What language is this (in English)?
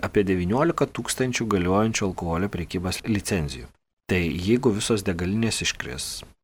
Lithuanian